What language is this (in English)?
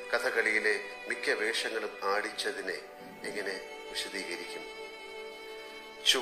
Malayalam